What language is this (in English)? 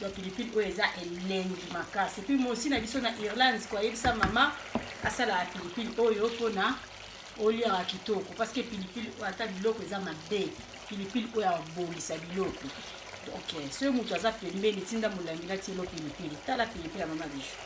Lingala